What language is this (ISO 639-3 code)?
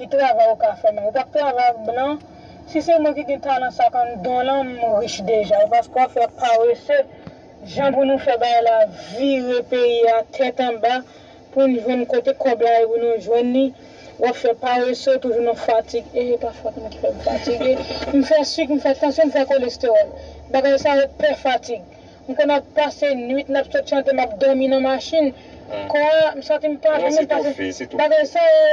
hat